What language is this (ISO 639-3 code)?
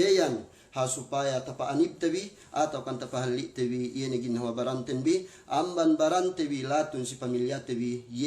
yka